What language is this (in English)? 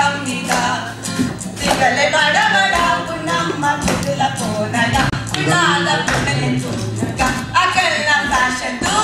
Tulu